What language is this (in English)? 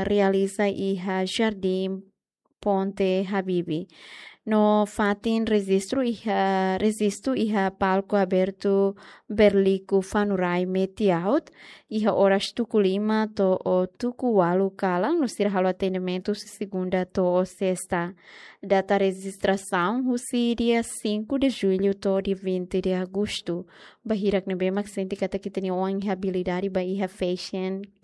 Tetum